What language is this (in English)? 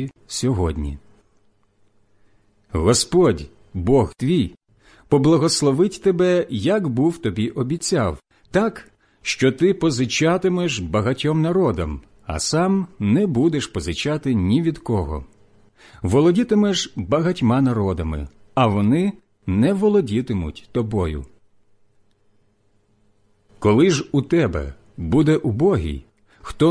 Ukrainian